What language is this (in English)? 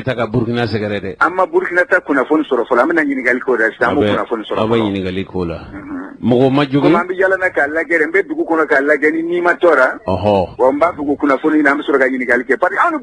Bambara